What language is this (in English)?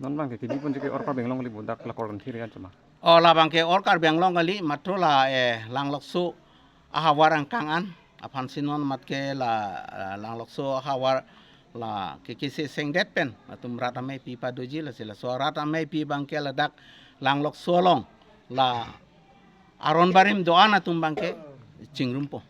Karbi